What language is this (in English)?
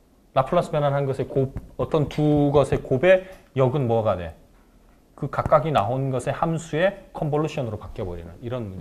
Korean